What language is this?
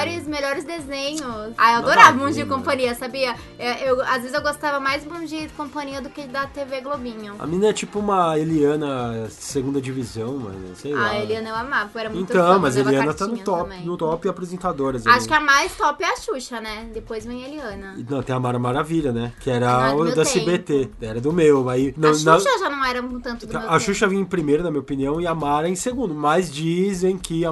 Portuguese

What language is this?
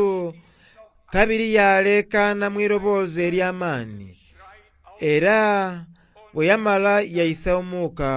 Soga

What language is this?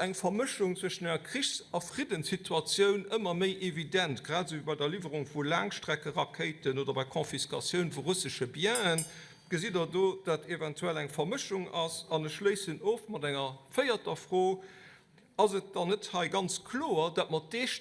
Luxembourgish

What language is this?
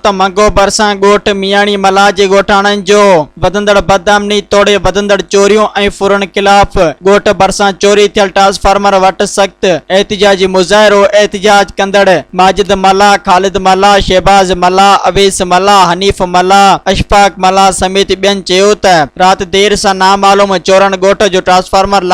Sindhi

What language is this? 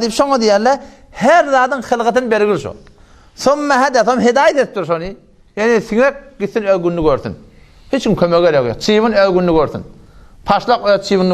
Turkmen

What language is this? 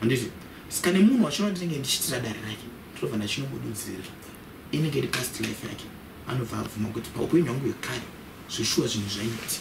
Shona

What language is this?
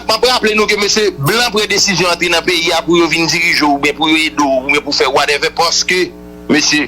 Haitian Creole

